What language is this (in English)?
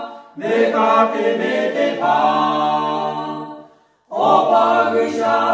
Lahu